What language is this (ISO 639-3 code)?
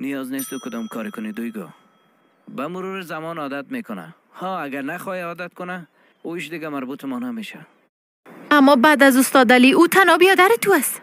fas